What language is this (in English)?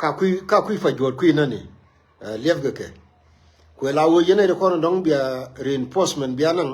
Nuer